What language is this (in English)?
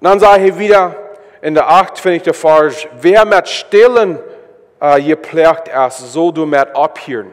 Plautdietsch